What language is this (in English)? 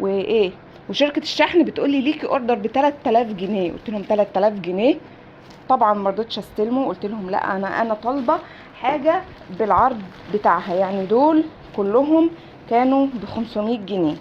Egyptian Arabic